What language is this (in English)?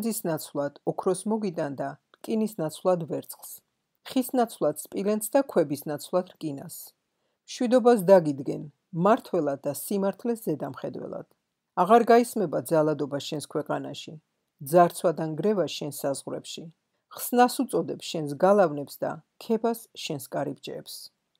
Georgian